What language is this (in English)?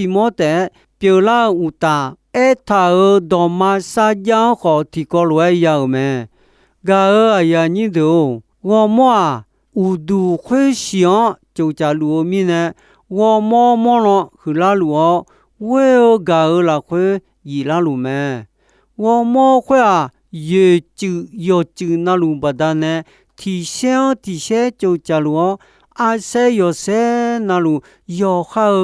Akha